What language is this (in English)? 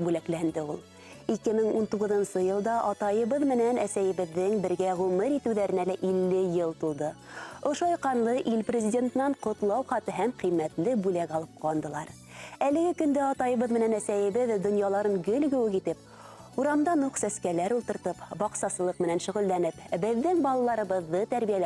Bashkir